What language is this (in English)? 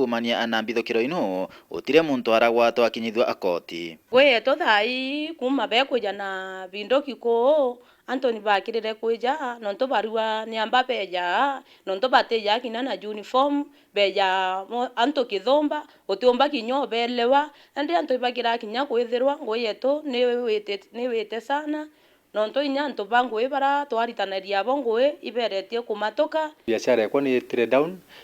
Meru